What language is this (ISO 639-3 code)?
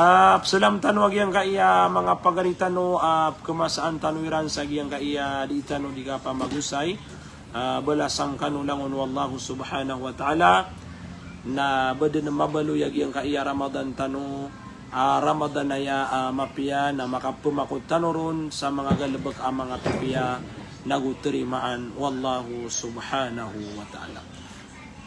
mrw